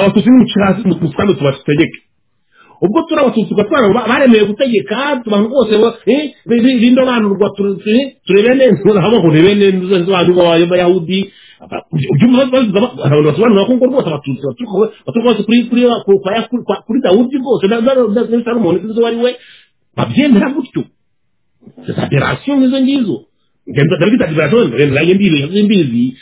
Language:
Kinyarwanda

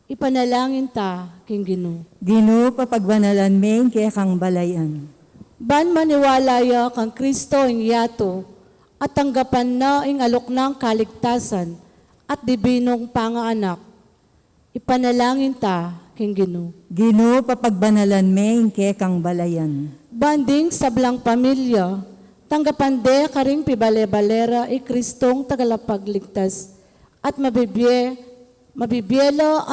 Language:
Pampanga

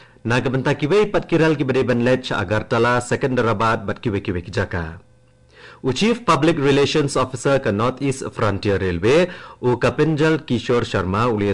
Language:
Khasi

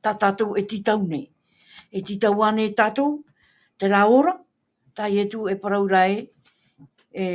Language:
Tahitian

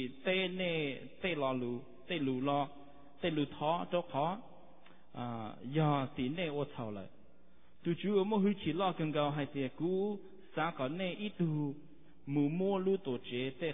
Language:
Vietnamese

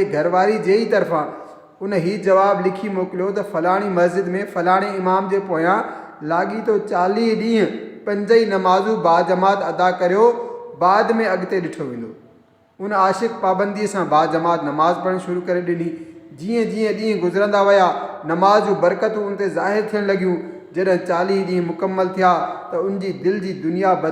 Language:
Sindhi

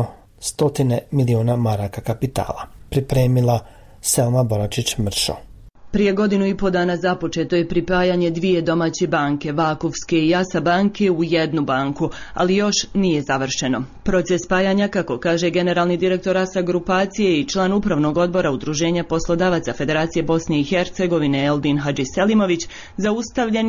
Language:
Bosnian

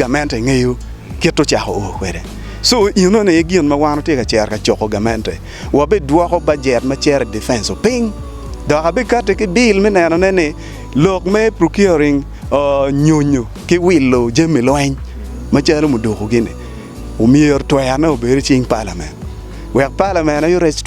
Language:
Acoli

